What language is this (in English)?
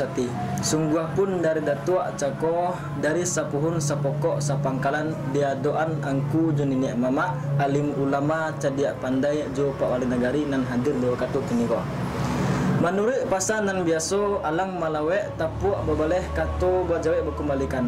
Minangkabau